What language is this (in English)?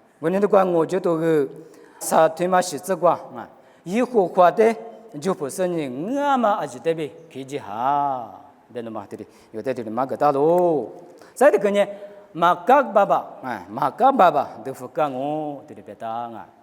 Lisu